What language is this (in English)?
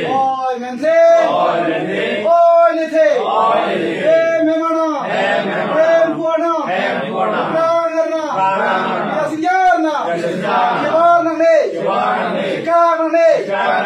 Karbi